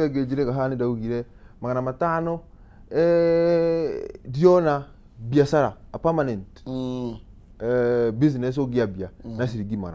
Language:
Kikuyu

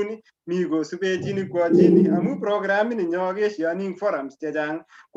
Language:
Kalenjin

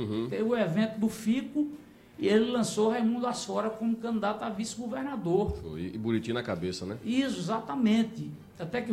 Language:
Portuguese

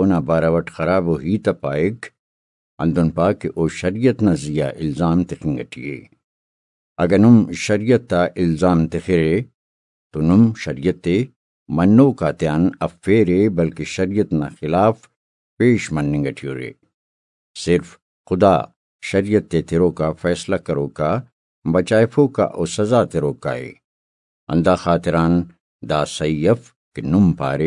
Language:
Brahui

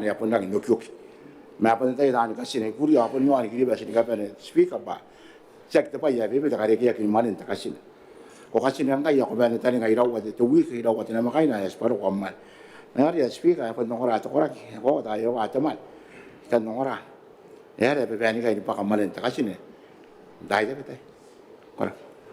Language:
Gilbertese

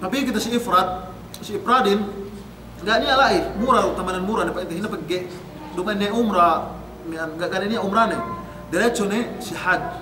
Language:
Yakan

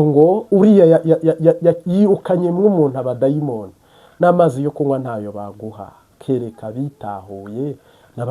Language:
Kinyarwanda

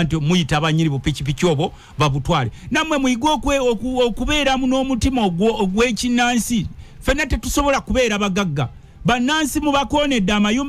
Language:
Ganda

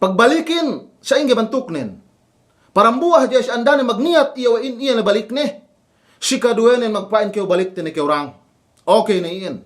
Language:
Yakan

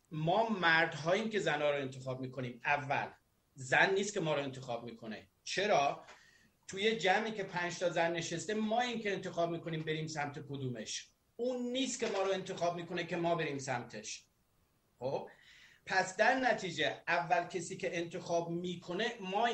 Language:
Persian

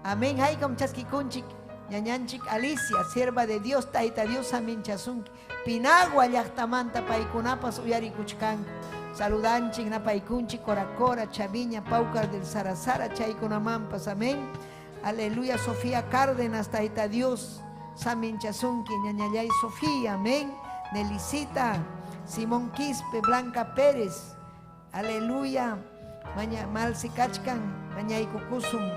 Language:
Ayacucho Quechua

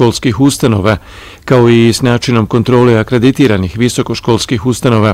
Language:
Bosnian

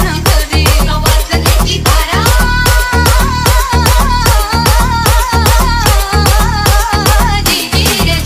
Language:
Marathi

